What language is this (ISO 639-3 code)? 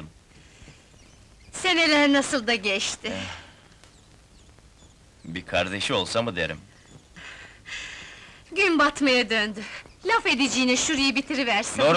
tur